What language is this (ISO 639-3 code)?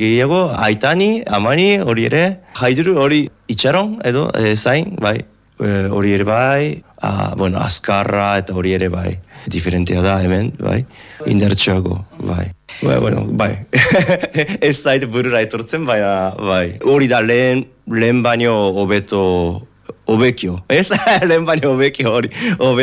eus